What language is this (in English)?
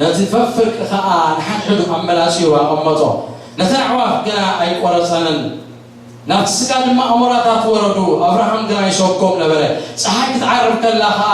Tigrinya